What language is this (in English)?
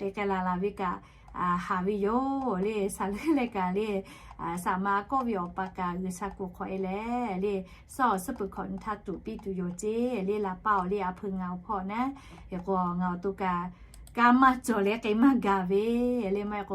Lahu